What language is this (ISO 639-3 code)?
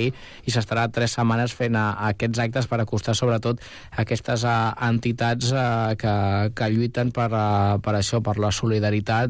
cat